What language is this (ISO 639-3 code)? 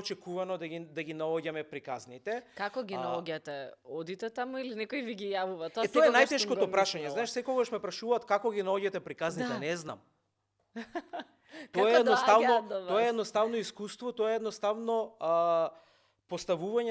mkd